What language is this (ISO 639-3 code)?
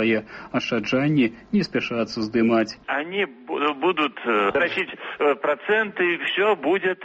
bel